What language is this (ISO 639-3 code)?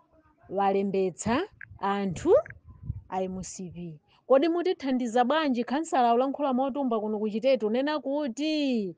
nya